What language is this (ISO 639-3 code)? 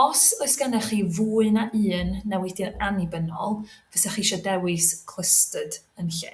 cym